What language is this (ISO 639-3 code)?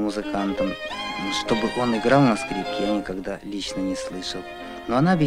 rus